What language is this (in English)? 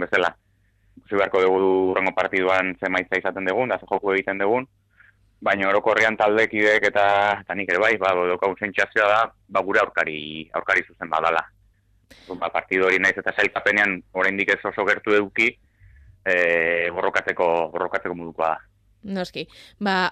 Basque